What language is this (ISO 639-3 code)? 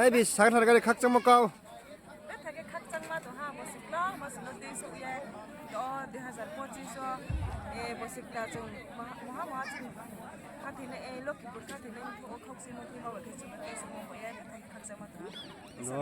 ria